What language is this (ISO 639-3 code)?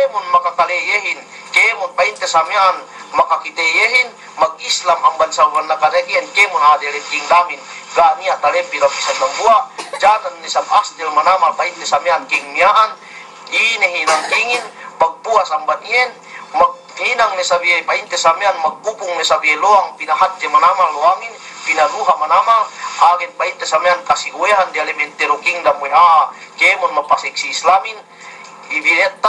yka